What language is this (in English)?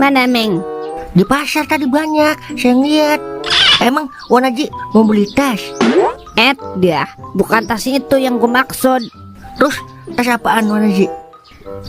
Betawi